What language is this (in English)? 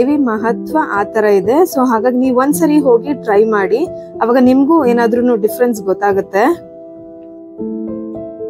Kannada